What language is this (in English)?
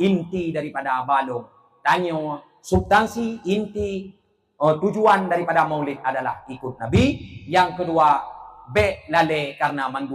Achinese